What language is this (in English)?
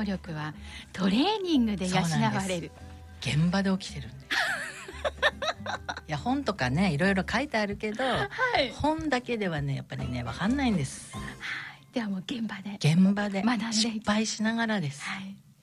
Japanese